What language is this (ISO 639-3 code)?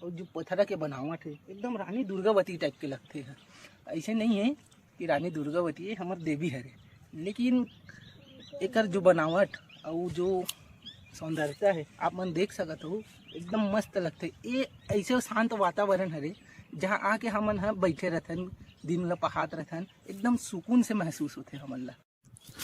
hne